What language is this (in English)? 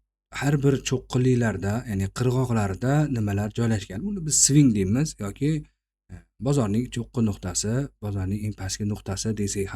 Uzbek